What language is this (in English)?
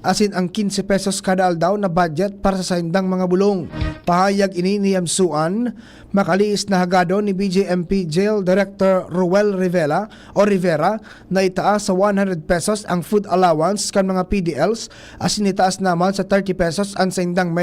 Bikol